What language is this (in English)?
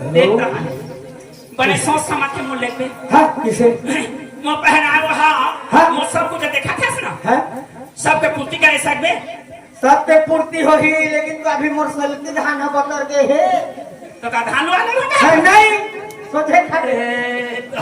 Chhattisgarhi